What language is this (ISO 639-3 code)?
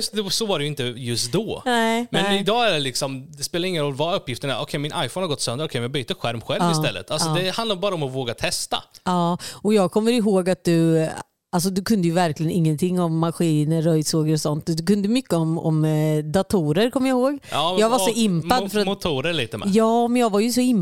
swe